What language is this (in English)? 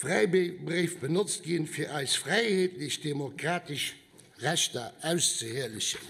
Luxembourgish